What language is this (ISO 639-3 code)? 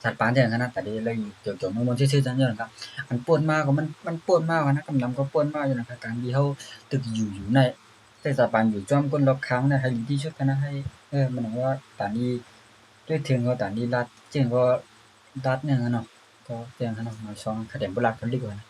shn